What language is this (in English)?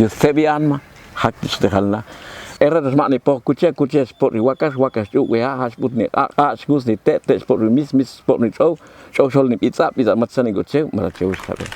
Popti'